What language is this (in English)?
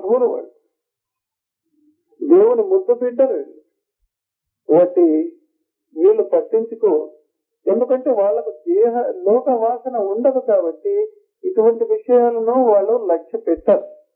Telugu